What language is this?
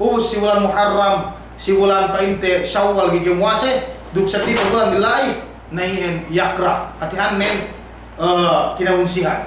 Yakan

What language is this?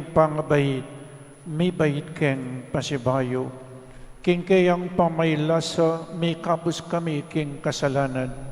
Pampanga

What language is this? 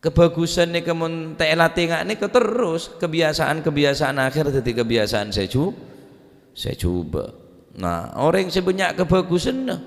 Madurese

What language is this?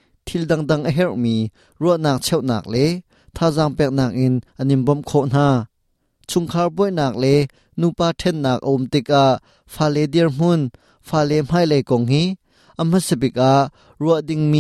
Hakha Chin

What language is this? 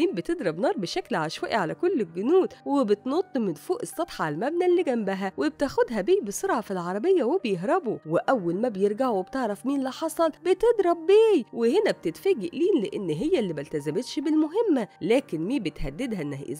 Egyptian Arabic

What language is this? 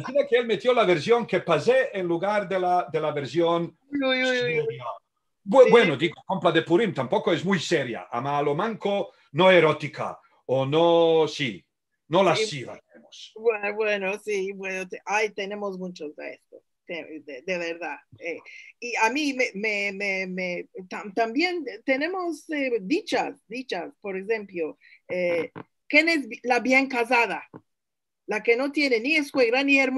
Ladino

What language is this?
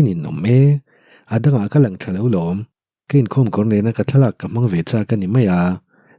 Mizo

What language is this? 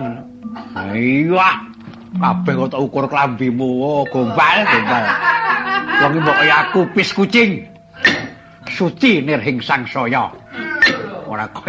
Javanese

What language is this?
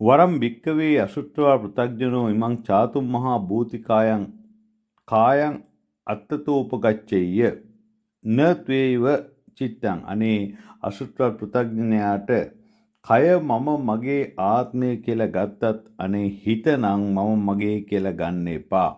Sinhala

